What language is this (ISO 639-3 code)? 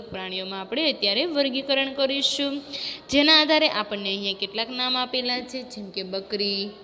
guj